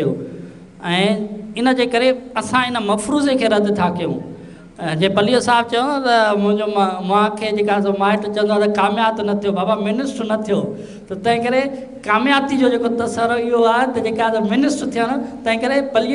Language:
Sindhi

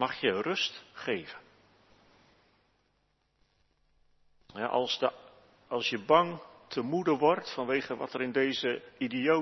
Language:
Dutch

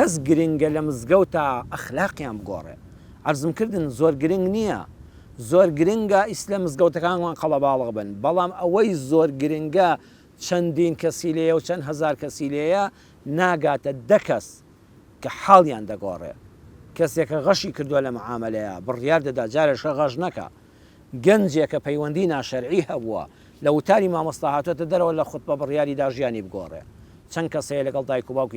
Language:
Central Kurdish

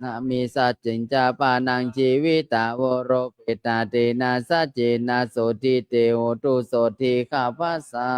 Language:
Pali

